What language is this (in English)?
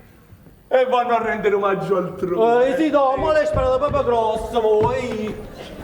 Neapolitan